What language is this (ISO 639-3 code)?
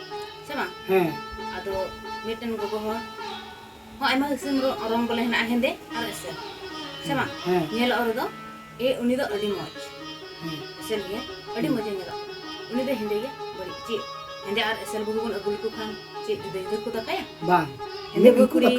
sat